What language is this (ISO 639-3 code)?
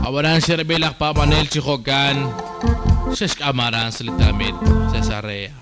kek